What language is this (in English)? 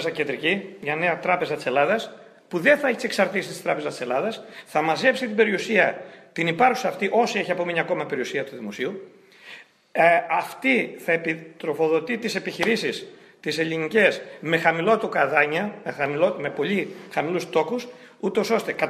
Greek